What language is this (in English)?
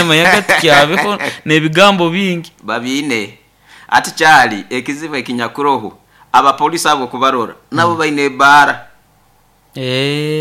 Nyoro